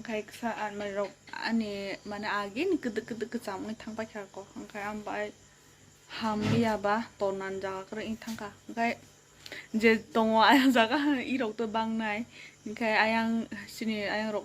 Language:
Kok Borok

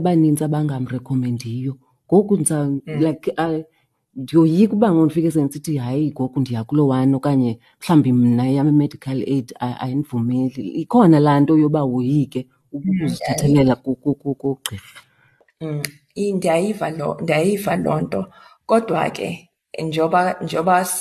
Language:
Xhosa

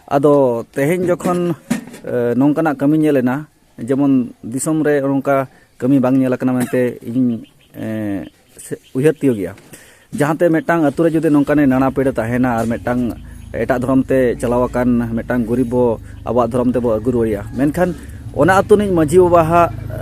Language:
Santali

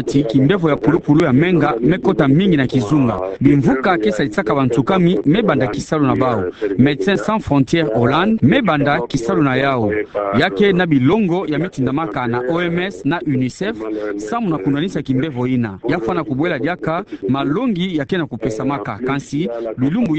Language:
Kituba (Democratic Republic of Congo)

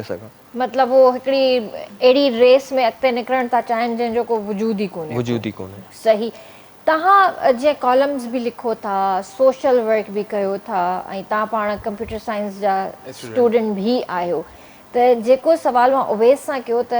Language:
Sindhi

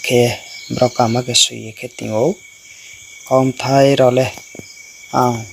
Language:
Riang (India)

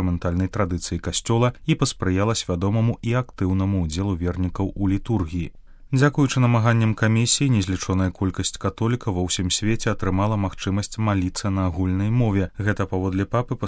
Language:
Belarusian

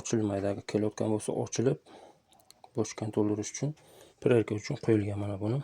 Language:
Uzbek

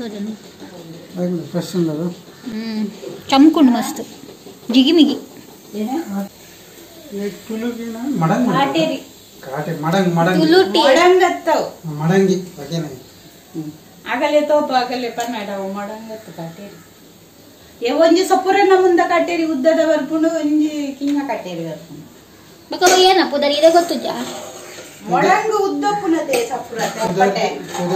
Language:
Tulu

